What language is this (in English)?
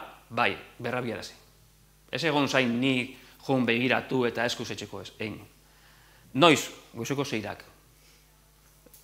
Basque